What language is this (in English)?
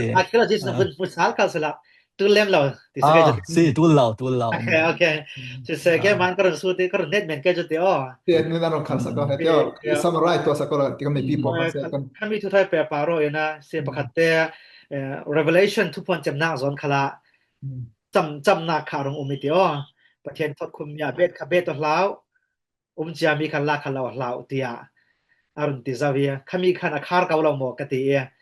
Falam Chin